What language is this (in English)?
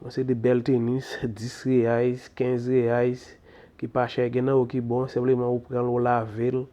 Haitian Creole